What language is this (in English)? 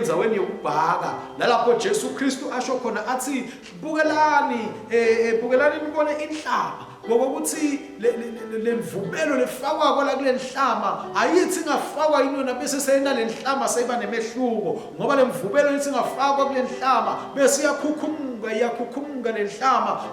Swati